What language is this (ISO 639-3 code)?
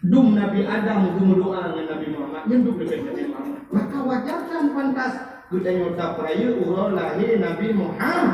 ace